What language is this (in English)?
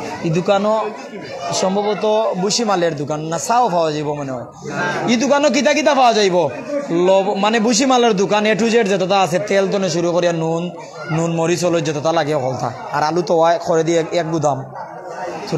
Sylheti